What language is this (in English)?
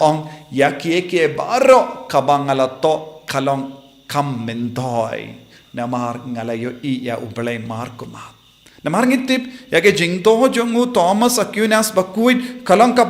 Khasi